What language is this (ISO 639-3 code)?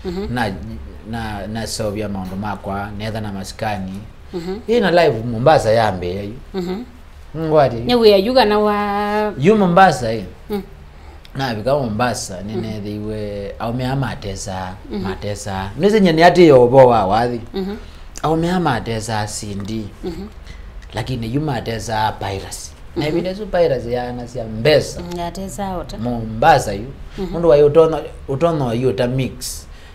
kam